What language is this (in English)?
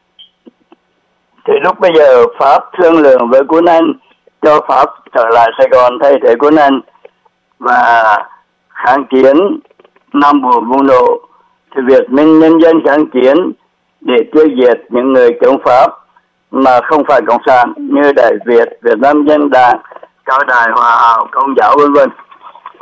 Vietnamese